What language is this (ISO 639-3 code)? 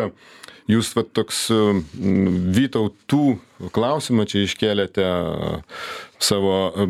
lit